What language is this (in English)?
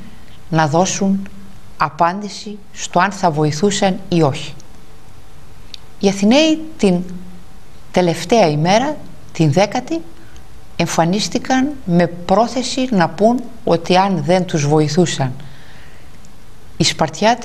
Greek